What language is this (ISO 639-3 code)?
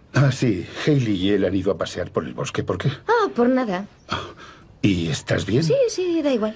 spa